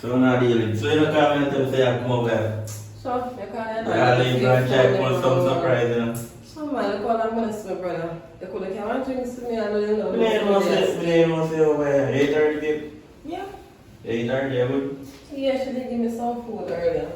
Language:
Jamaican Creole English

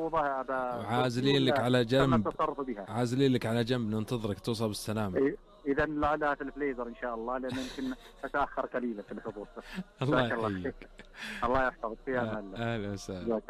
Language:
Najdi Arabic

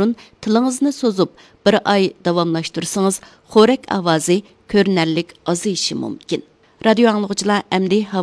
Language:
Uyghur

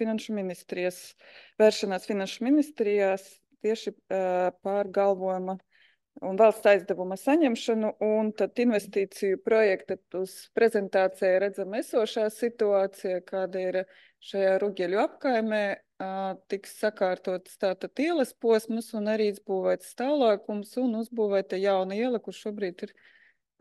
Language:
Latvian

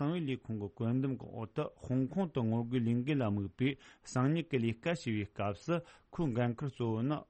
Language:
Tibetan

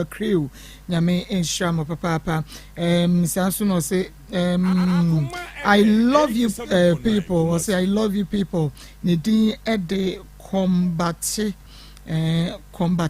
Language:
Akan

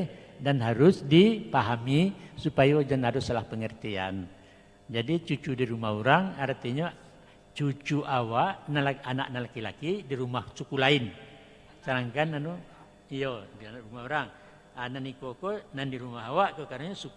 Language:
Minangkabau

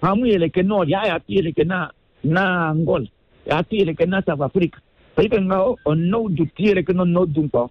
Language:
Kuanyama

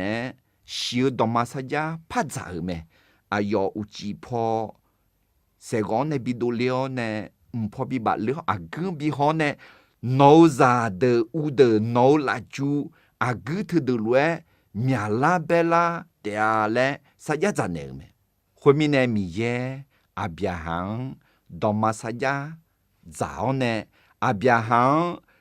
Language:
Akha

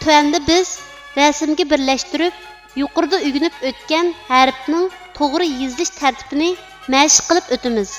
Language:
Uyghur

